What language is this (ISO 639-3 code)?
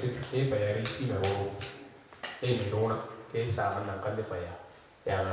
gil